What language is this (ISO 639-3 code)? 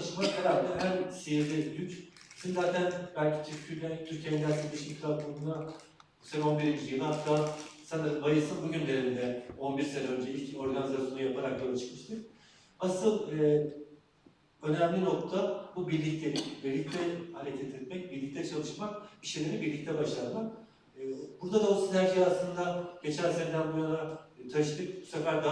tur